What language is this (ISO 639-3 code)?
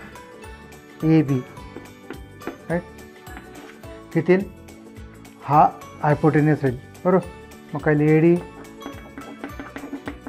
mar